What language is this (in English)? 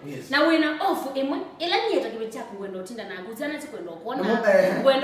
Kamba